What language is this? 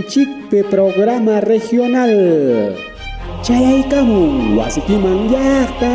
Ayacucho Quechua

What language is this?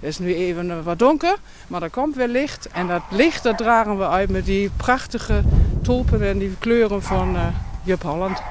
Western Frisian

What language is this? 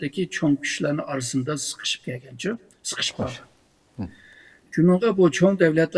Uyghur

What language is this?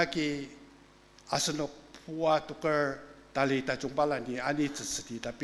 Ao Naga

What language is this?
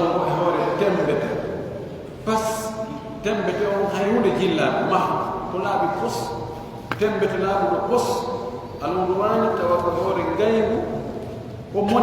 Pular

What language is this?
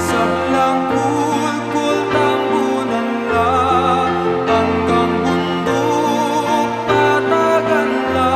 Pampanga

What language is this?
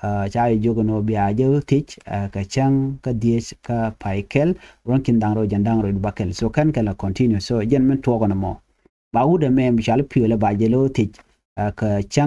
Nuer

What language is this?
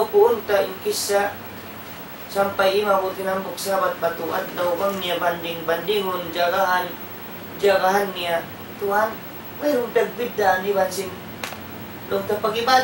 Tausug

